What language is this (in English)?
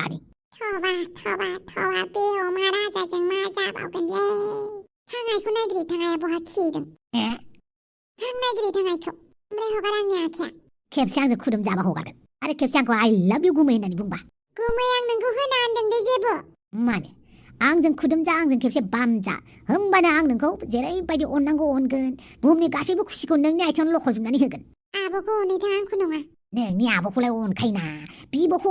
Bodo